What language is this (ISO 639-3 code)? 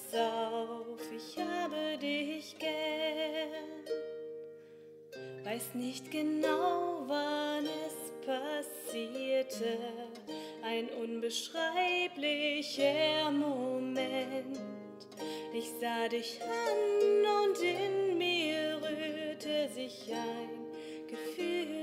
deu